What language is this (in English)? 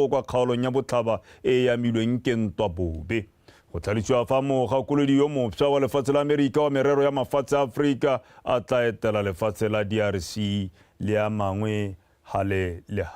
Tswana